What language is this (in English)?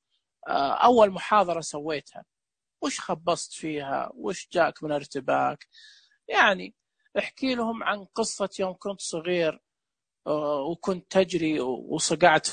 Najdi Arabic